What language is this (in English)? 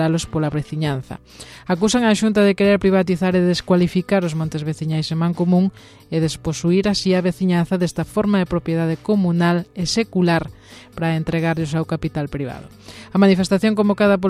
Galician